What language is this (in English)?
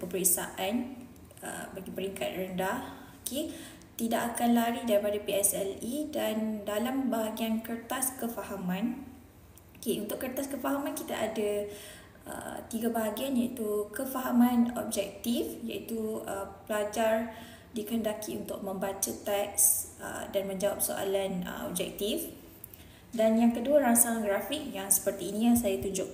Malay